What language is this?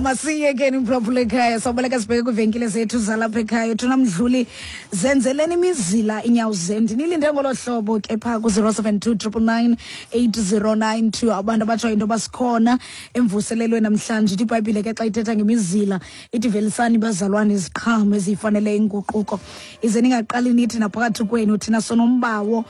Xhosa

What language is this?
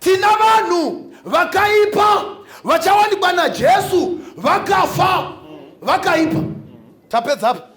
Shona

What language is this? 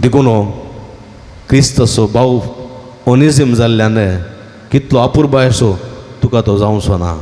Konkani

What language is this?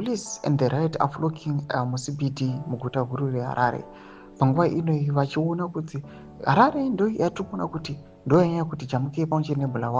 Shona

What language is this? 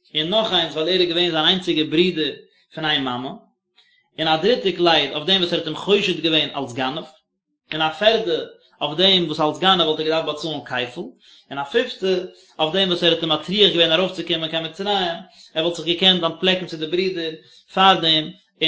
Yiddish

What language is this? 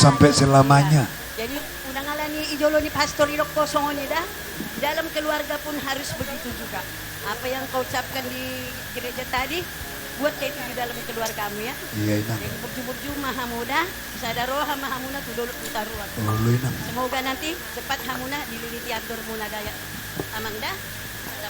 Batak Toba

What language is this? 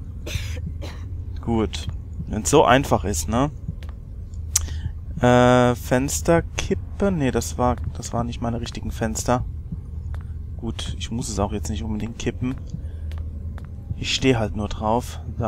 German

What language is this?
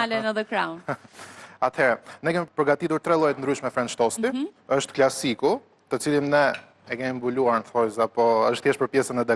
Albanian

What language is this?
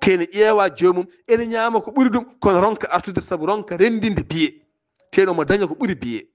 Fula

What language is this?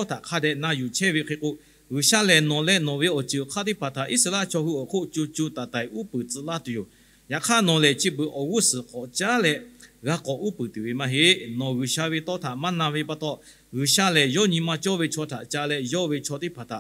Lahu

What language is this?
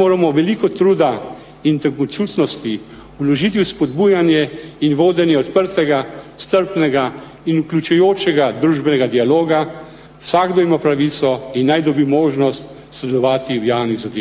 Slovenian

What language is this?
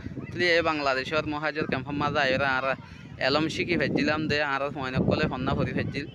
Rohingya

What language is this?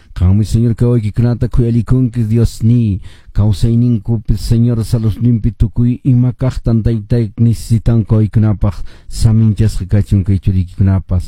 Quechua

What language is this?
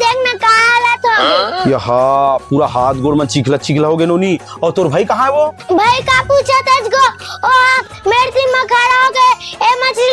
Chhattisgarhi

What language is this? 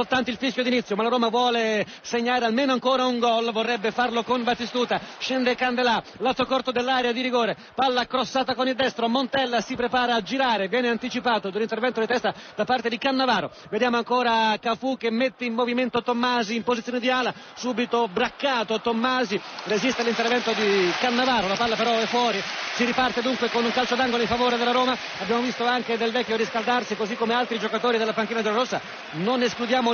Italian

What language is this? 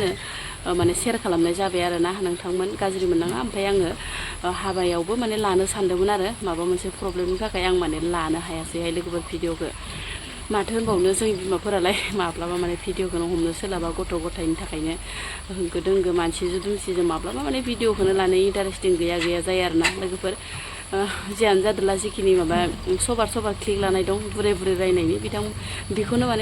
Bodo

